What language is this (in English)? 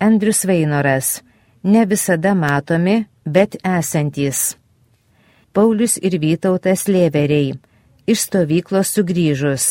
Lithuanian